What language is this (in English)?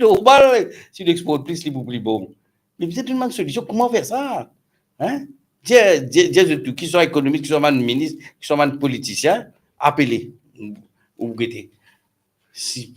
Morisyen